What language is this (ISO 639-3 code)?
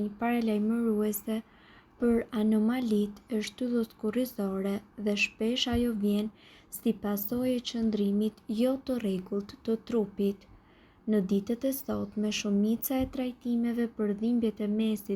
sqi